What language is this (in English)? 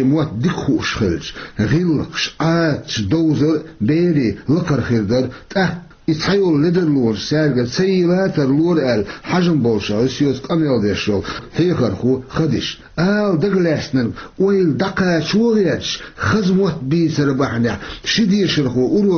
Chechen